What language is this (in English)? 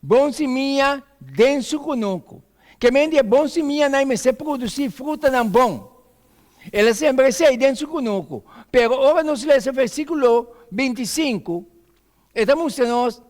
Papiamento